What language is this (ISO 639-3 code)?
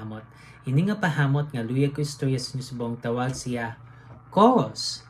hil